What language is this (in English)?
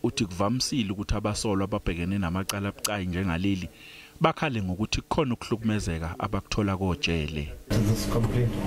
Zulu